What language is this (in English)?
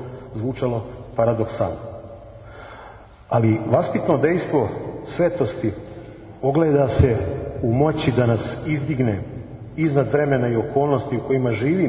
Serbian